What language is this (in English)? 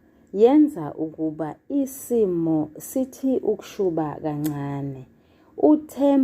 Zulu